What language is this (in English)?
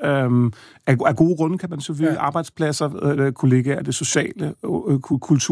Danish